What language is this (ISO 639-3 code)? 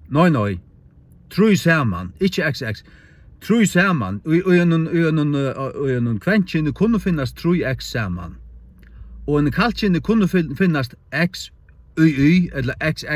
fao